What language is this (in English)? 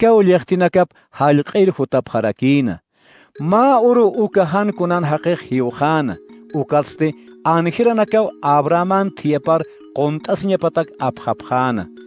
Aymara